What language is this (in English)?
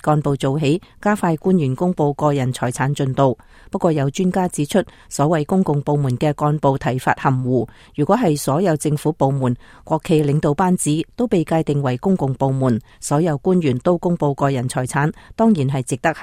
Cantonese